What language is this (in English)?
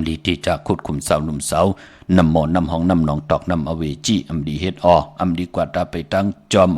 Shan